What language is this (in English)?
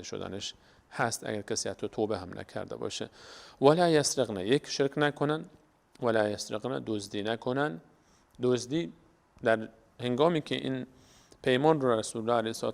Persian